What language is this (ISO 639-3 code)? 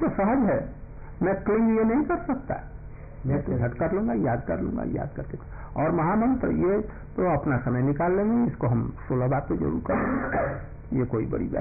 hin